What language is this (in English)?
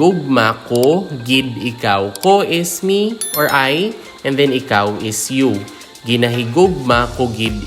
Hiligaynon